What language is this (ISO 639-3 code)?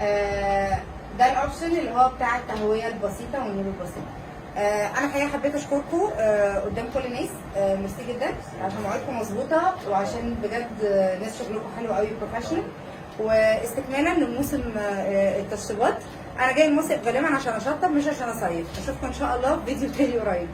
arz